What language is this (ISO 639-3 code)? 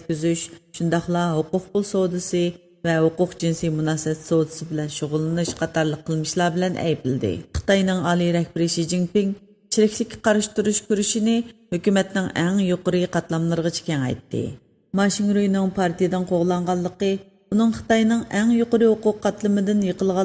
uig